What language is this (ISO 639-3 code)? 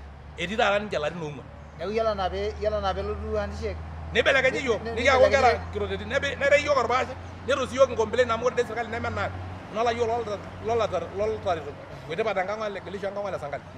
mas